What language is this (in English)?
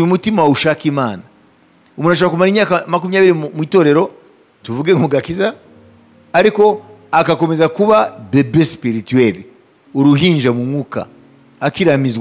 Kinyarwanda